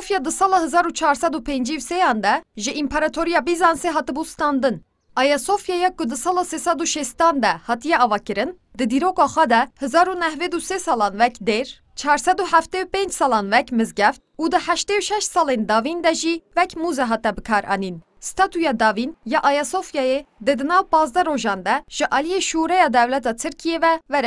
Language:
Kurdish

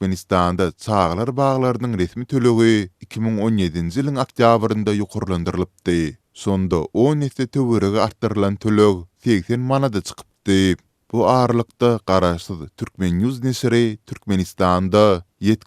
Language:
Turkmen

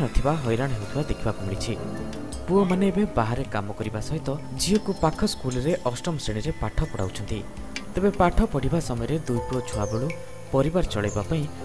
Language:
Odia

